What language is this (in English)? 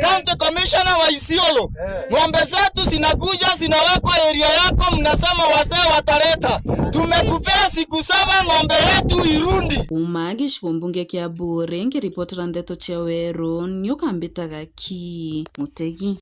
Meru